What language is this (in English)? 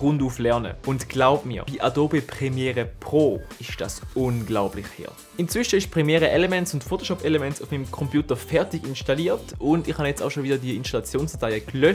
Swiss German